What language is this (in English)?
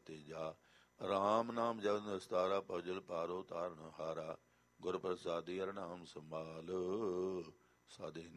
Punjabi